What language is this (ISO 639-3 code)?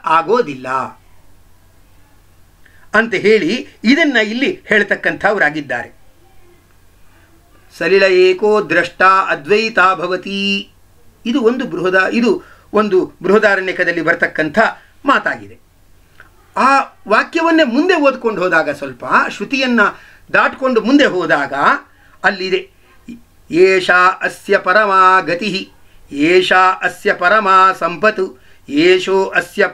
kan